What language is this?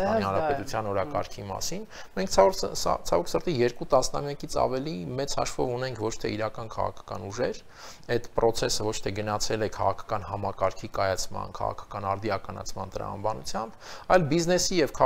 Armenian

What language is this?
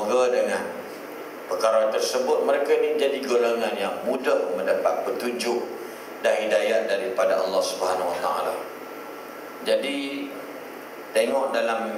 Malay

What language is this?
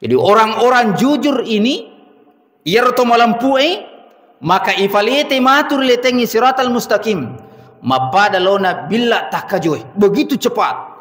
Buginese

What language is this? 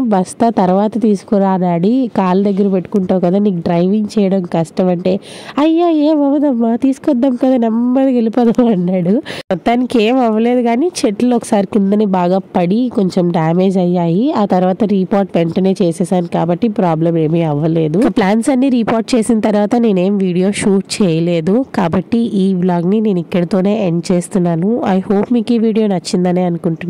Telugu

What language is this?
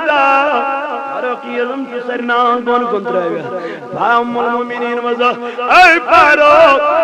Kashmiri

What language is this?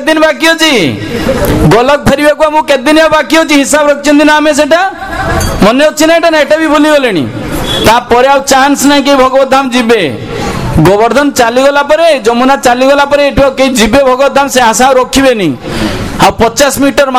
Odia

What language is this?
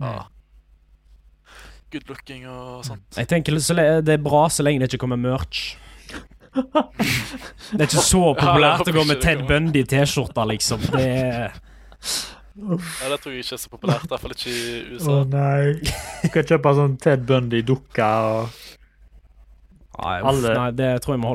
Norwegian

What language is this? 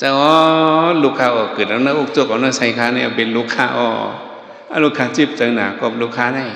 Shan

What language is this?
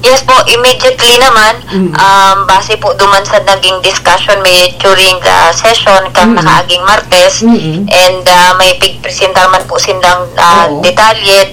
Bikol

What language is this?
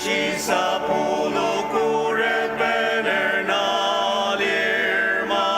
Ao Naga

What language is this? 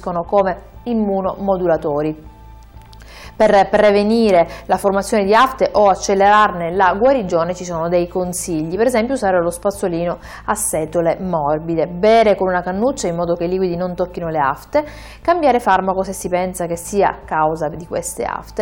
Italian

